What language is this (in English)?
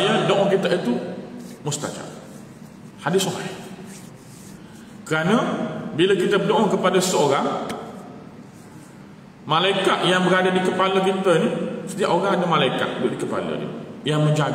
Malay